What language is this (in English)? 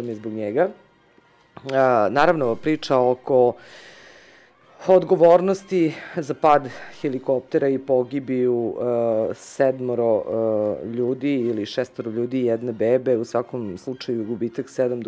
Serbian